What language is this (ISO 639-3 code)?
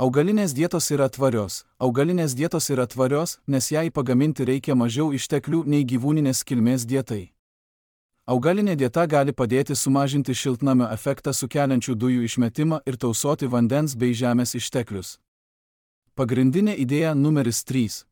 lit